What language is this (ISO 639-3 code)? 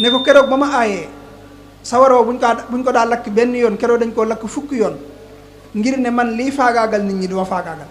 wol